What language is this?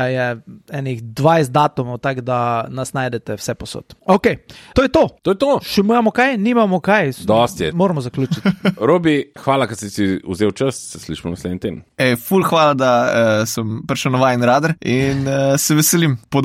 Slovenian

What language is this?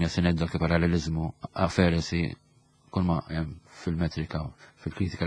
Maltese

